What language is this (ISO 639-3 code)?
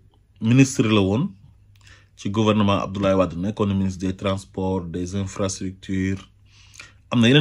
wol